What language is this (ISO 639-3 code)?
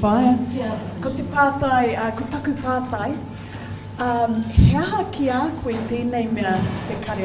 mri